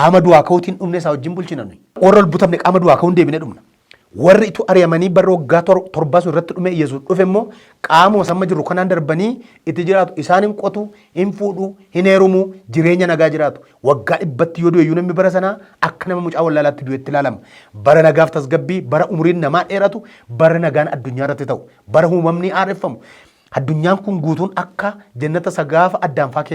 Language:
Oromo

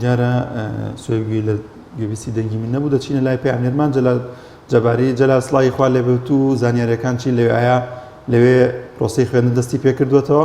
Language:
Central Kurdish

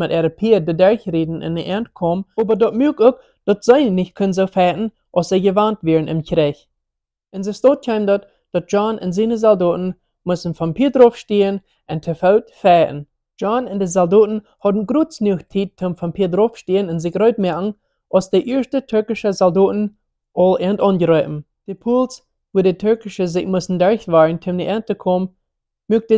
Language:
Plautdietsch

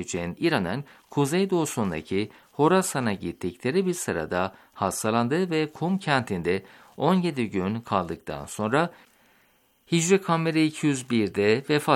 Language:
Turkish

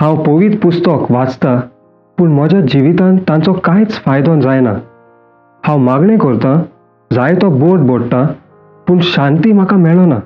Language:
Konkani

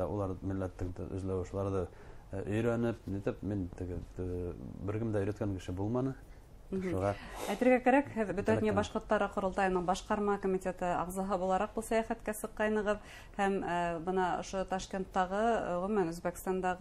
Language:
Bashkir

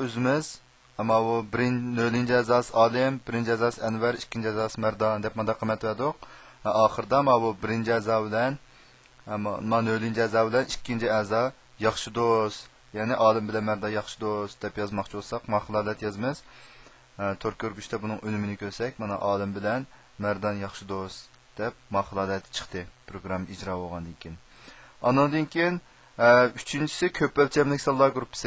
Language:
Uyghur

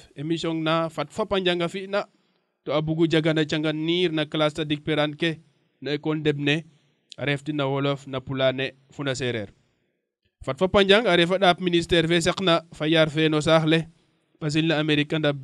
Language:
Serer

